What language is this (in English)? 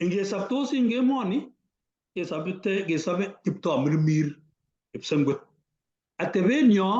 Kalenjin